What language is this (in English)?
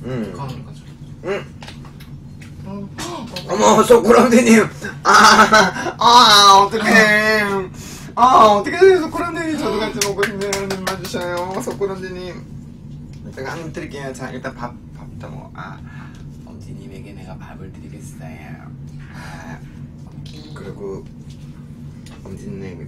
Korean